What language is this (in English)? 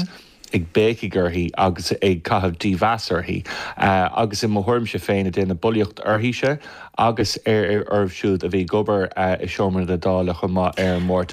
Irish